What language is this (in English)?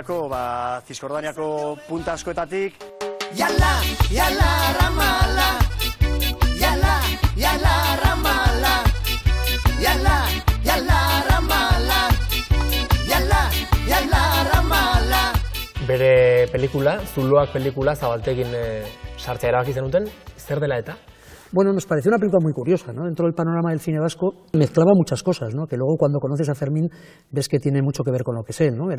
Basque